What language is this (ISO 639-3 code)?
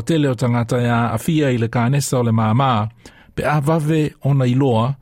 smo